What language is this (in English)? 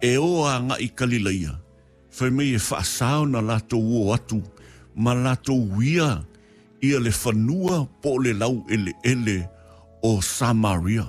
Samoan